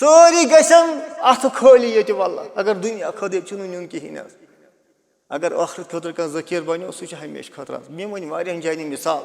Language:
Kashmiri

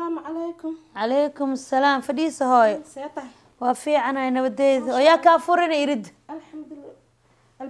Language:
Somali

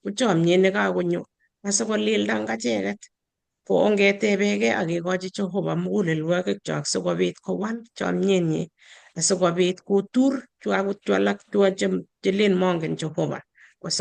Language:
Kalenjin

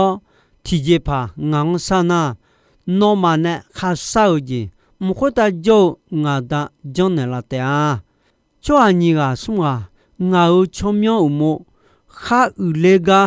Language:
Akha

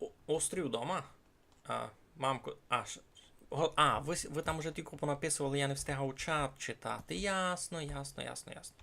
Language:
Rusyn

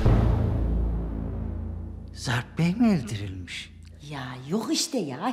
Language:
Turkish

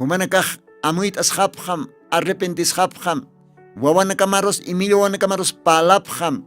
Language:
Aymara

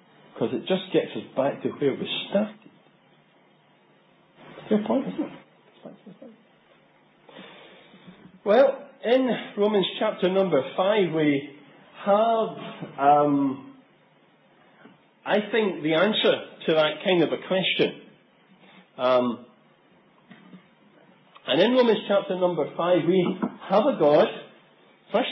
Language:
English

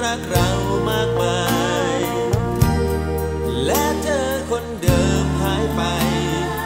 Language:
Thai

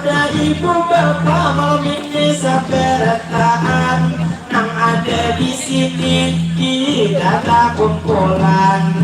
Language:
Banjar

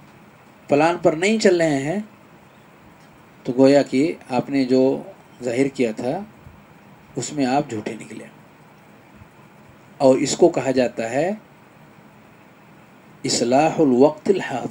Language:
Urdu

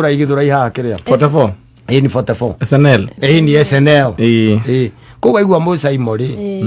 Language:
Kikuyu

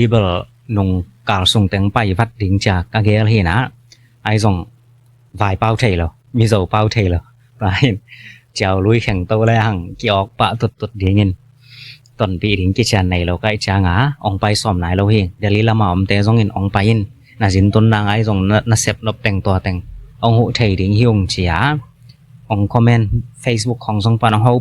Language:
Tedim Chin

